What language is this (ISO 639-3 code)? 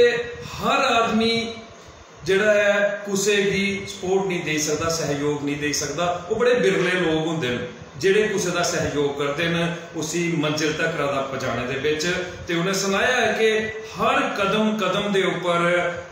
doi